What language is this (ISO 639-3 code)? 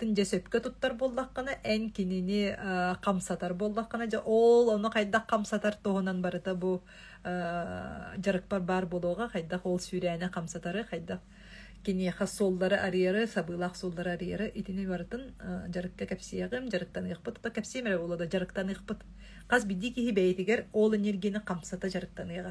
sah